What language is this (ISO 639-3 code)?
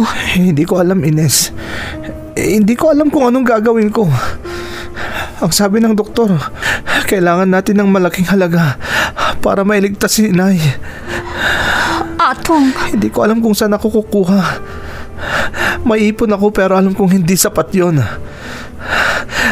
fil